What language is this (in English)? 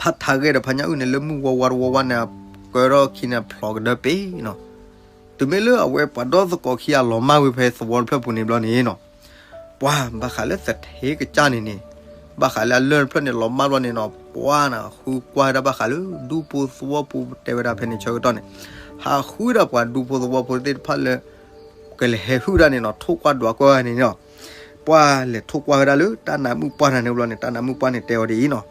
S'gaw Karen